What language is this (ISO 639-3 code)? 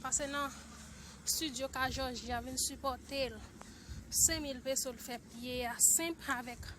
hat